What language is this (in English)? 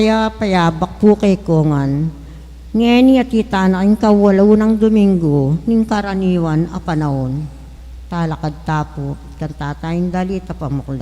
Pampanga